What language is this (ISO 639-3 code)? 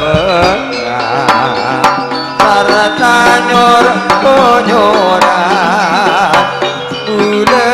mad